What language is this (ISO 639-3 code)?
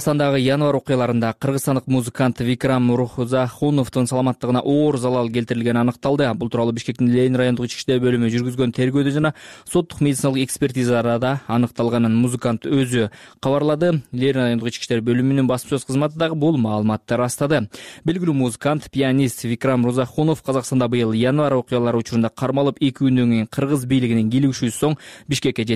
kir